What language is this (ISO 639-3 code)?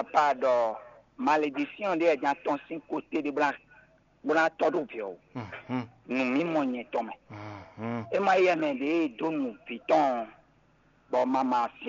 fon